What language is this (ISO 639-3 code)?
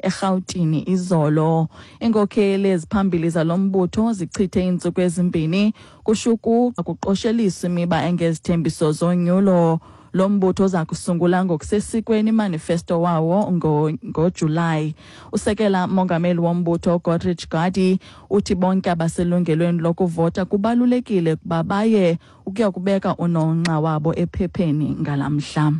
xho